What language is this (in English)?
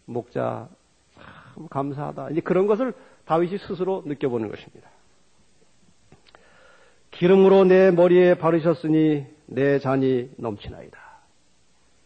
Korean